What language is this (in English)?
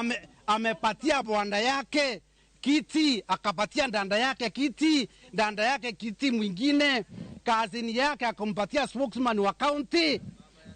Luo (Kenya and Tanzania)